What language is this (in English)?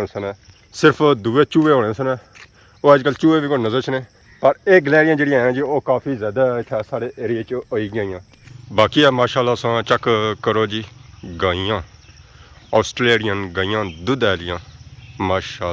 Pahari-Potwari